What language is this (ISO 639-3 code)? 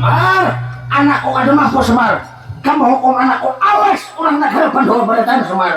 bjn